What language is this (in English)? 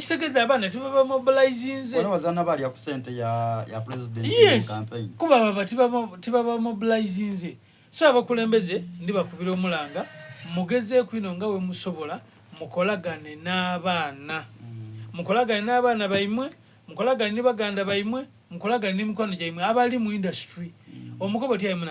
Soga